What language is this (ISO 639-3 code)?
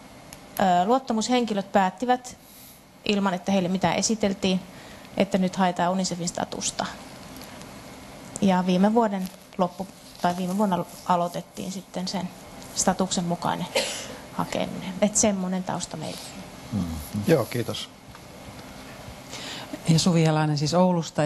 fin